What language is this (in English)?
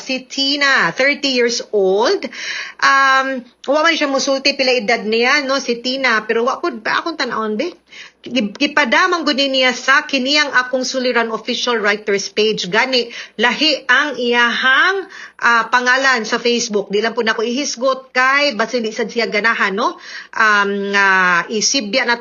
Cebuano